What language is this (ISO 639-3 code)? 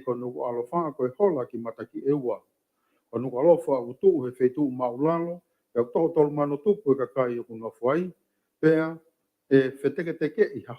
ton